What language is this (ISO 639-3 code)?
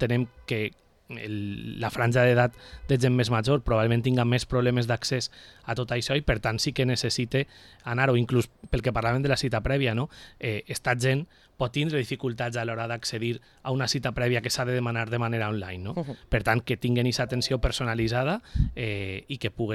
cat